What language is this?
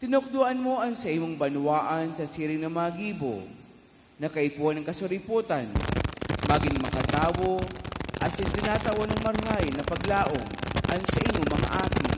Bikol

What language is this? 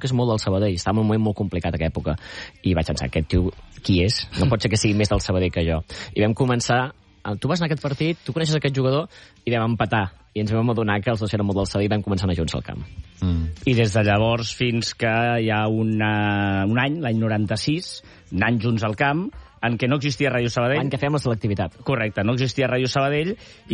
Catalan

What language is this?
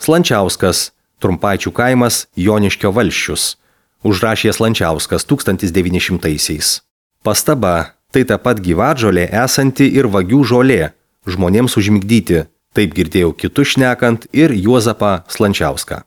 Lithuanian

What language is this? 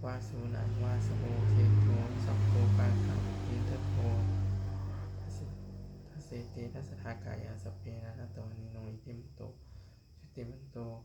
Pali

